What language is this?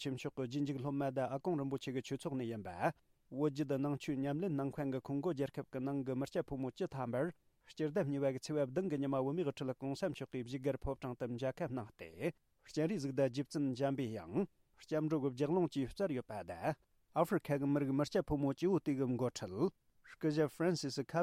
Tibetan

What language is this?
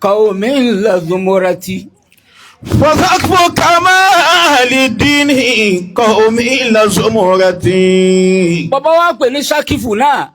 Yoruba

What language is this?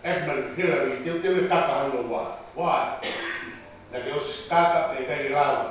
Tongan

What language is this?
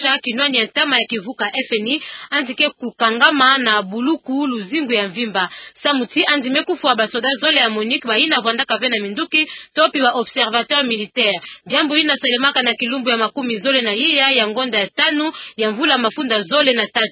Kituba (Democratic Republic of Congo)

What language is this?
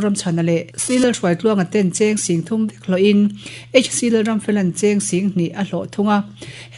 Mizo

